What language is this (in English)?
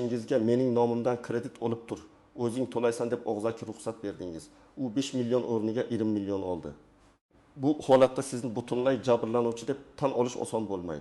Uzbek